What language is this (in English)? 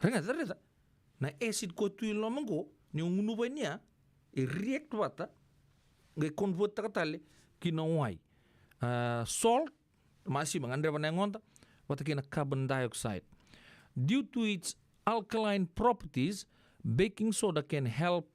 Fijian